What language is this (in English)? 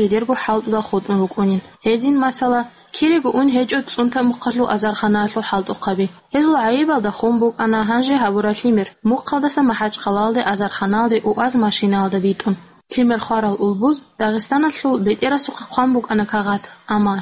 Avaric